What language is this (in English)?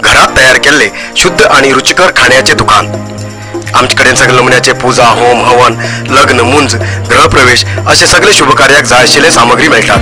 Konkani